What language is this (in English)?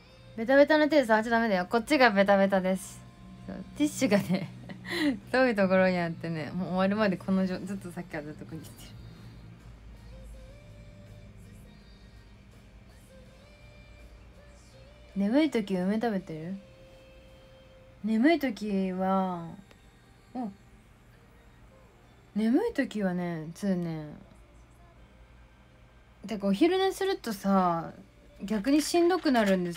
Japanese